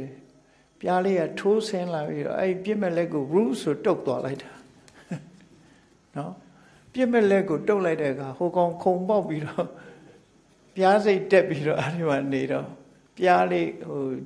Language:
Burmese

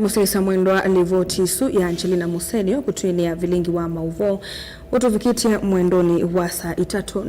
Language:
Kamba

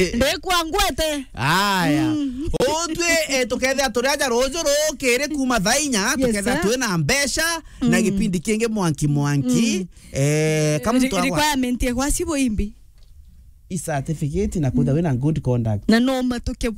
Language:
Meru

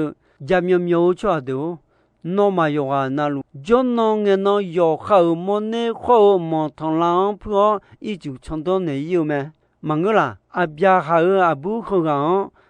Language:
Akha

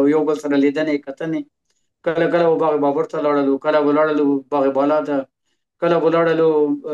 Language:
Pashto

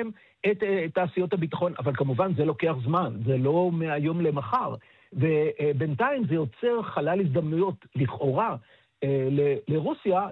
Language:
Hebrew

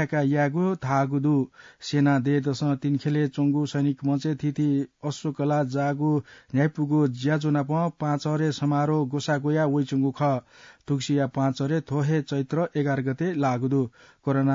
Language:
Newari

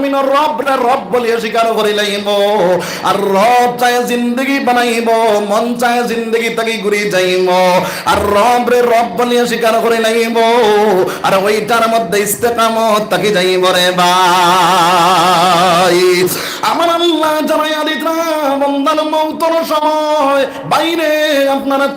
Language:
Sylheti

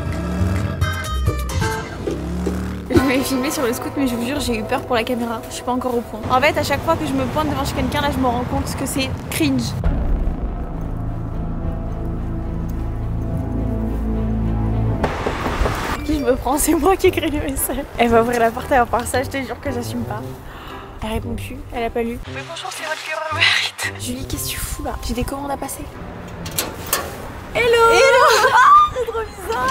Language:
French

